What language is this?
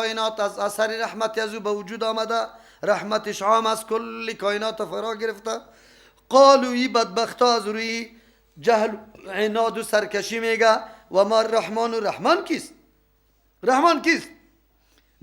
Persian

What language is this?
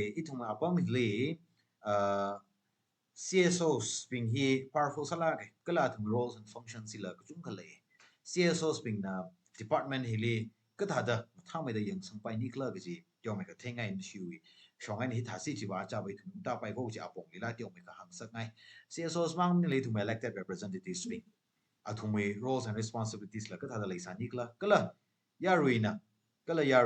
Tangkhul Naga (India)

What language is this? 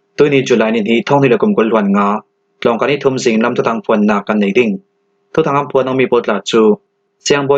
Falam Chin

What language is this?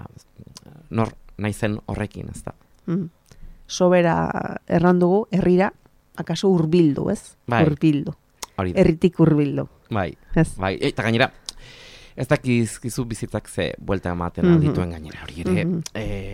Basque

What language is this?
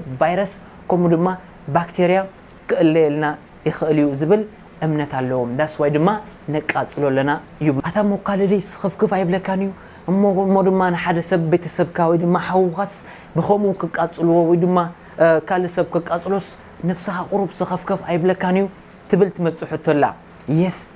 Tigrinya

